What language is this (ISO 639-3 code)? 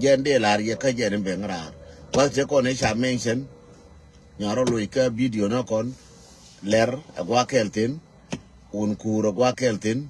nus